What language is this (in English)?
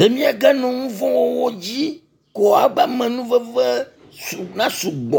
Ewe